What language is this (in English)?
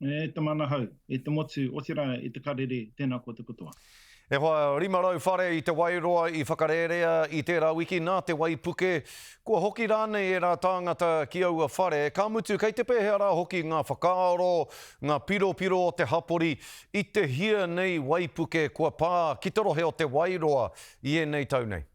Māori